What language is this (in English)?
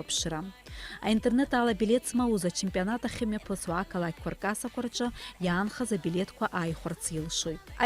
Abkhazian